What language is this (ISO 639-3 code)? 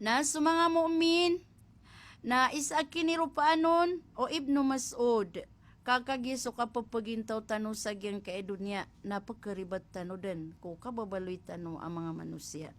mrw